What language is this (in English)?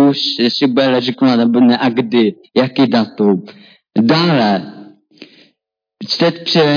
Czech